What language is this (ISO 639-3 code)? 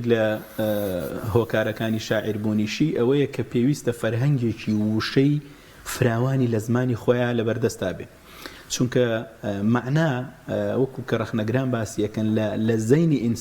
ckb